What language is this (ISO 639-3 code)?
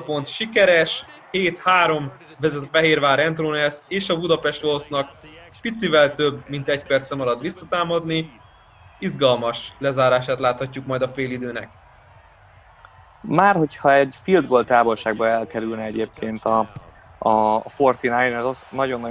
hun